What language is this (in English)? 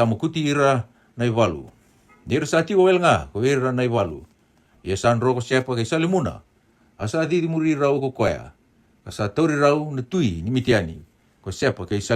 Fijian